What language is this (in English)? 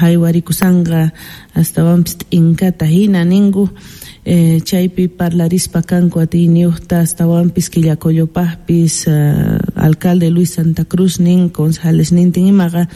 Quechua